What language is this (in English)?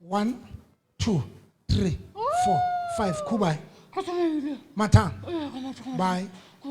Southern Sotho